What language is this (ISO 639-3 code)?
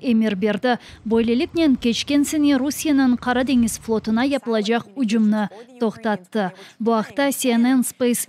crh